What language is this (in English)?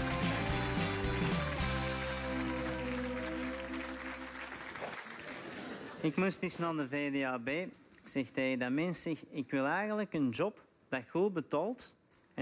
Dutch